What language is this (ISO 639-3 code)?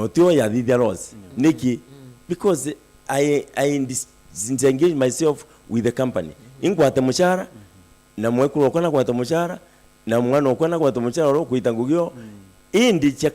mer